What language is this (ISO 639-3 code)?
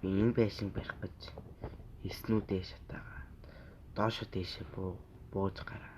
mon